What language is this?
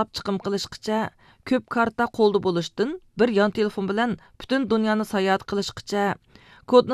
Uyghur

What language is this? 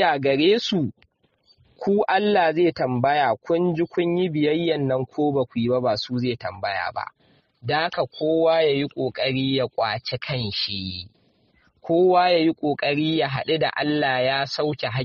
Hausa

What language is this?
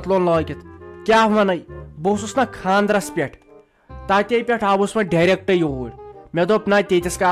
Kashmiri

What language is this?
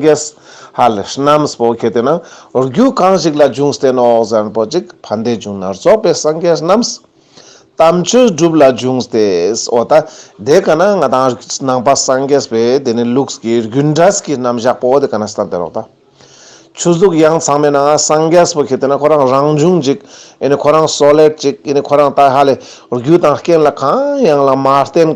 Ladakhi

